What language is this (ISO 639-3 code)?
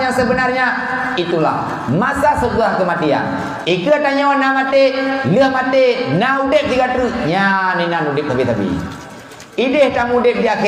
ace